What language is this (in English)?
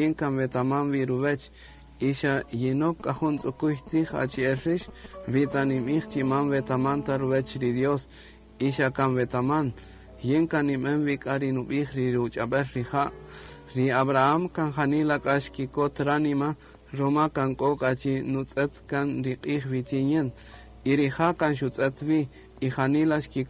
Kaqchikel